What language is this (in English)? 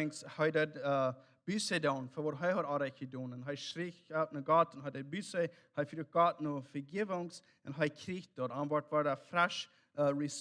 Plautdietsch